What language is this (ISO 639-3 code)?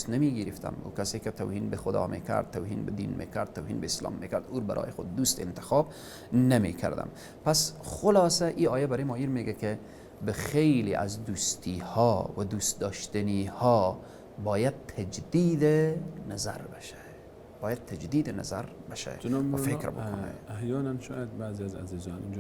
fas